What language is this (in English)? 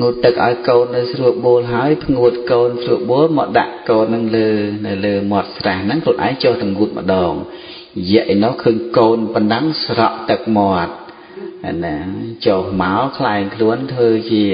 Khmer